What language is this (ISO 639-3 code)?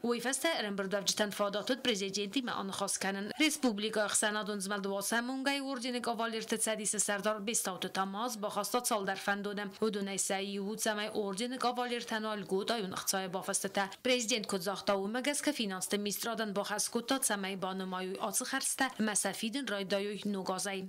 oss